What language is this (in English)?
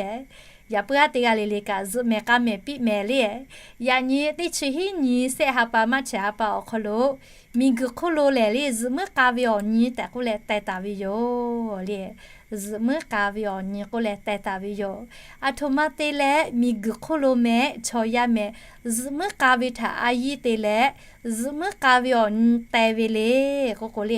Lahu